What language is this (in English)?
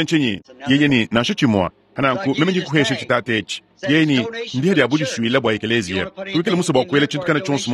Luba-Lulua